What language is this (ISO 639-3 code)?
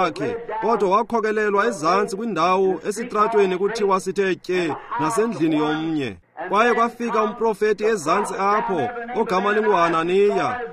xho